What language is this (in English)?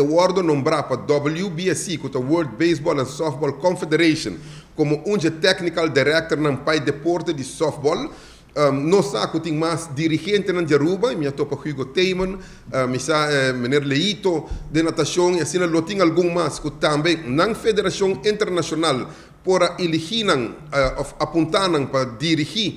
Papiamento